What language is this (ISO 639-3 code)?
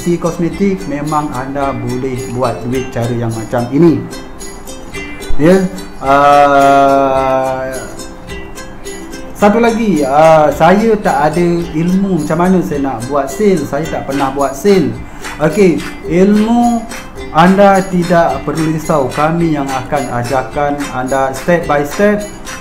msa